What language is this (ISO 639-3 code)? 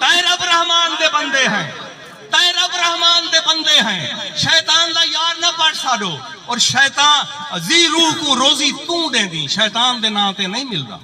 skr